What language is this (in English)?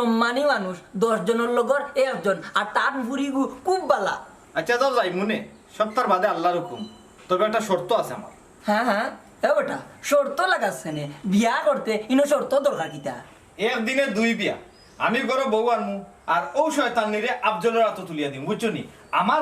Sylheti